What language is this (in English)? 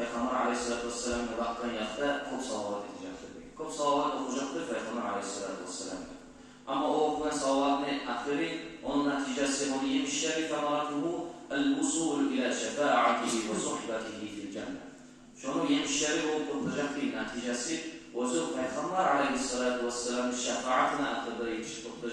Kumyk